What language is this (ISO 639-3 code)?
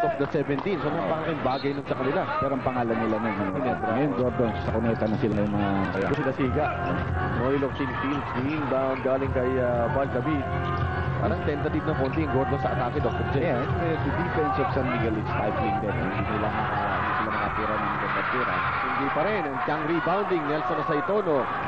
fil